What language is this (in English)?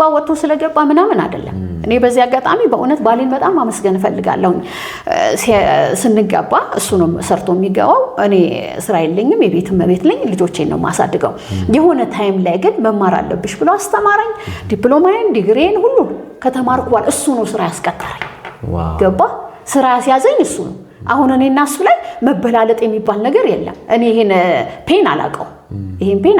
Amharic